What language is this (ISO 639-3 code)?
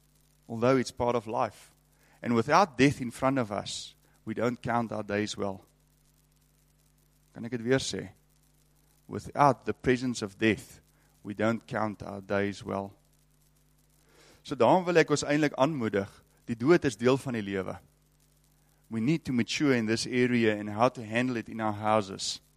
afr